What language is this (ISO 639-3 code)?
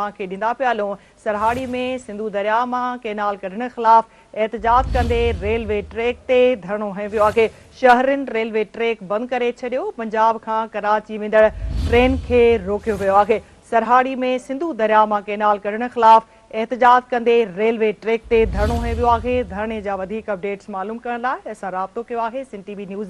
snd